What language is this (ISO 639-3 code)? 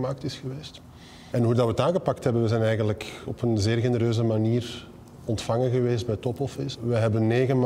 nld